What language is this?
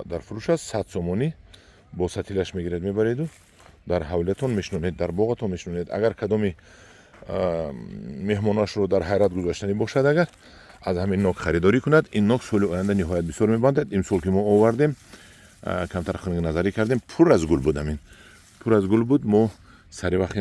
Tajik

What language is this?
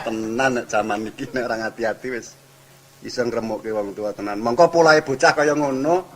Javanese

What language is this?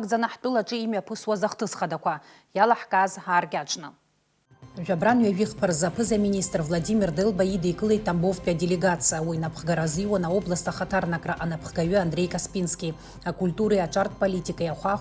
Abkhazian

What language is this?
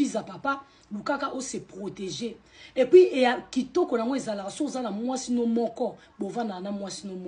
Lingala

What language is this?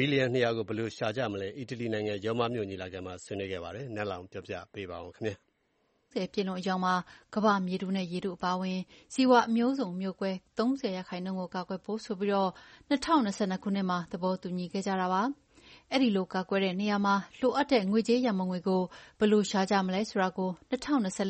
Burmese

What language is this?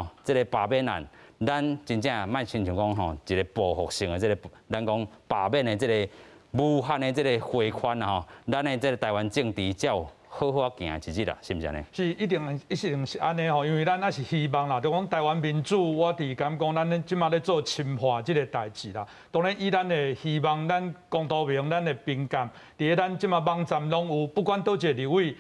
Min Nan Chinese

